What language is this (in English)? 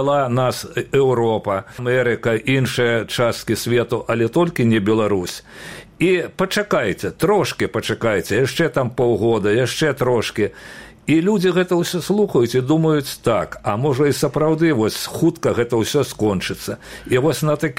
Belarusian